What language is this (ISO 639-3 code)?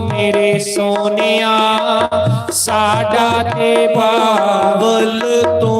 doi